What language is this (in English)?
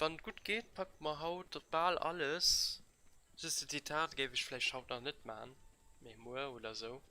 Luxembourgish